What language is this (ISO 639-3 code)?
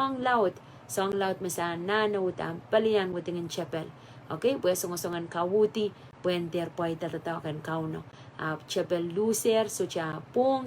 pon